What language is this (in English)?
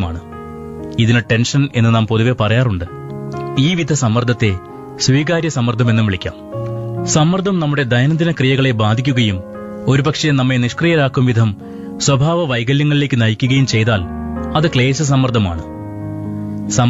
Malayalam